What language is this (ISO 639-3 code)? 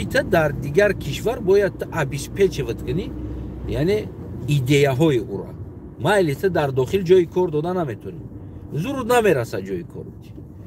tgk